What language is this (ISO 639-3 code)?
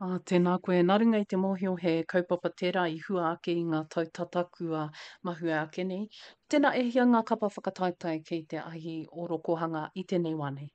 mri